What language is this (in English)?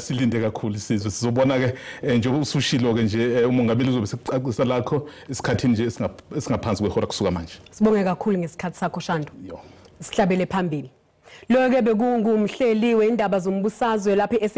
Zulu